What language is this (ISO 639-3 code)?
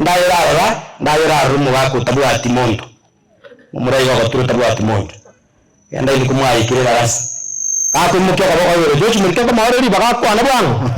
guz